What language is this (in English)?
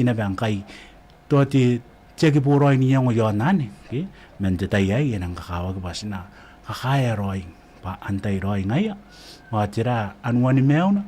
Gilbertese